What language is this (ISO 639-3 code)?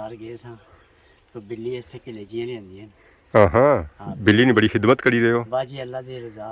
phr